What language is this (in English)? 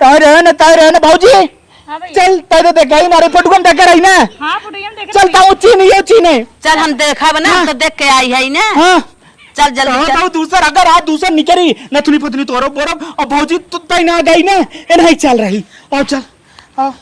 Awadhi